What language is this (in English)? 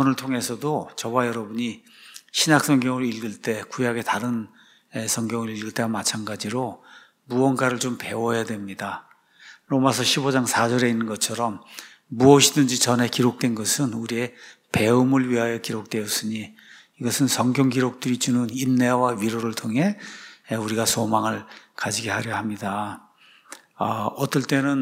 Korean